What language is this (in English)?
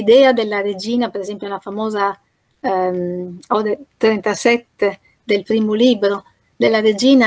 Italian